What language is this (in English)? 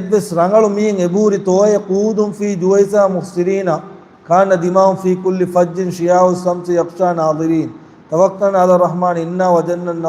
Divehi